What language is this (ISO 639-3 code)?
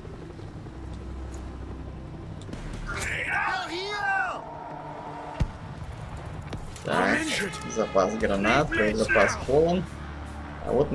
rus